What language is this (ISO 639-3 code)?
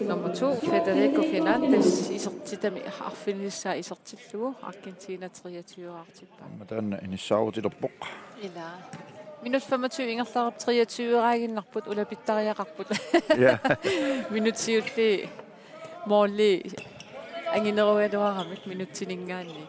kal